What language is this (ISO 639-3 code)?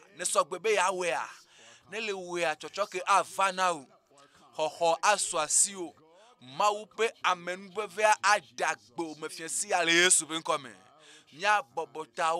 ewe